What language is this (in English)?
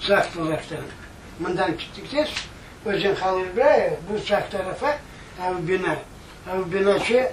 Crimean Tatar